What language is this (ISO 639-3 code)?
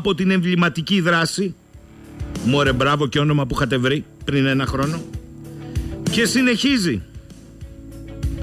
ell